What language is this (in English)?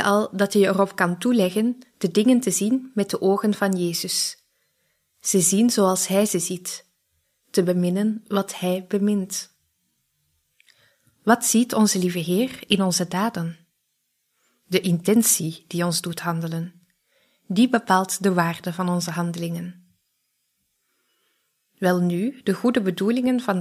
Dutch